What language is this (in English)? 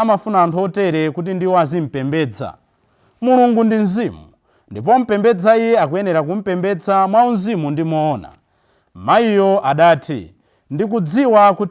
Nyanja